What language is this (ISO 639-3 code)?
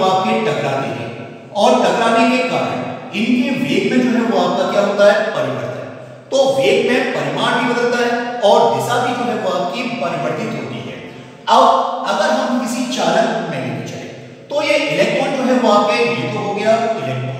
hin